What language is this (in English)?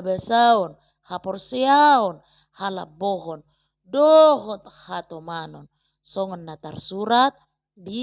Batak Toba